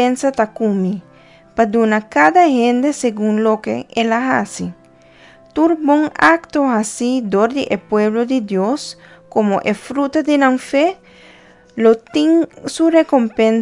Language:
Papiamento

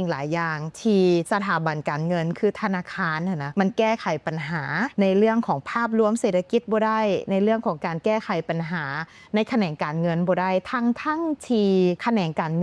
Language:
Lao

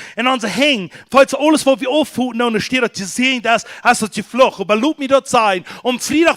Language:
Plautdietsch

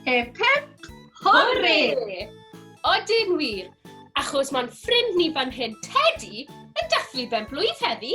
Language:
Welsh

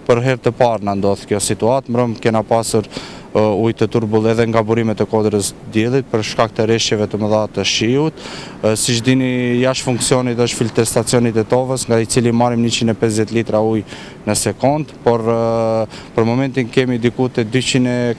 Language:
Albanian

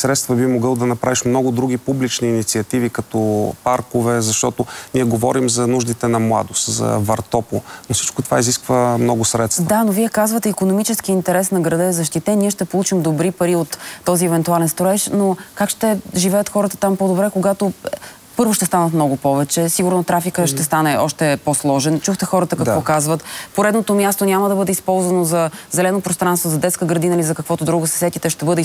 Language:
Bulgarian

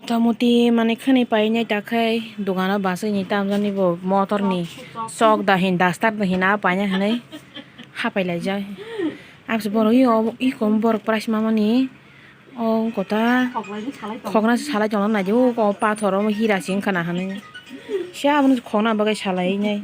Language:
Kok Borok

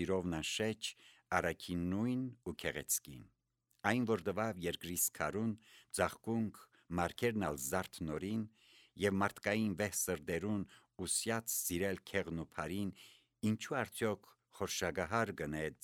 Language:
Armenian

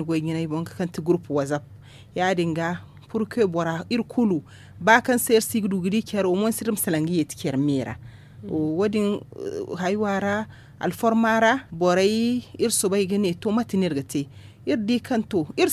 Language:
Zarma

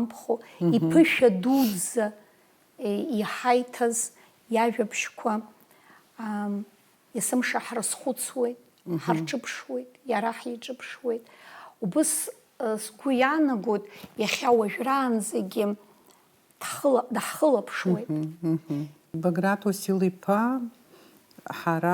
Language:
Abkhazian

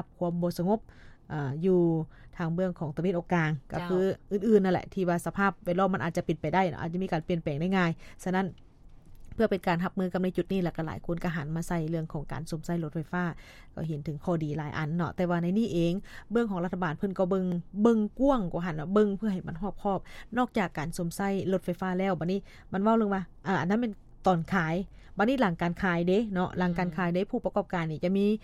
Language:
Lao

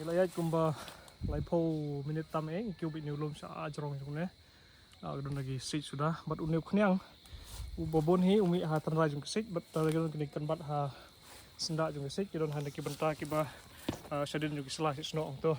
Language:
Khasi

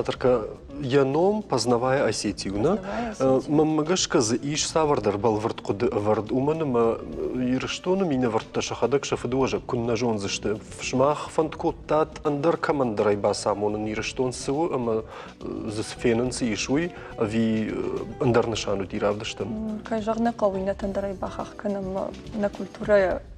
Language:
Ossetic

